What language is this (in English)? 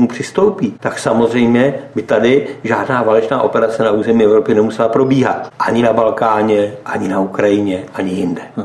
Czech